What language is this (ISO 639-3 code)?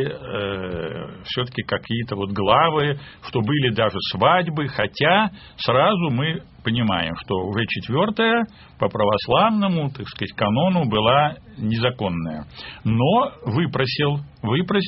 rus